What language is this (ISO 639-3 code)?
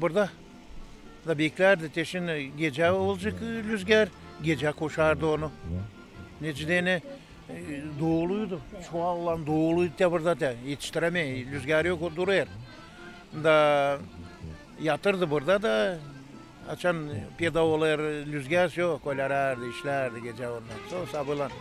gag